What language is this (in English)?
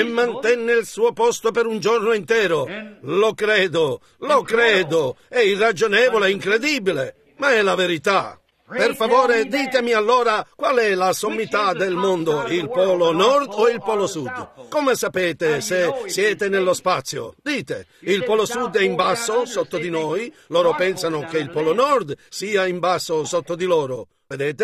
Italian